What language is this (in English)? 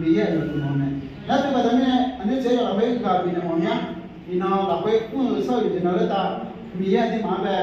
Akha